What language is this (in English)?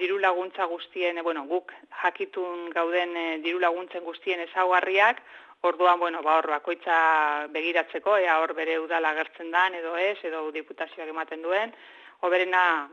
Basque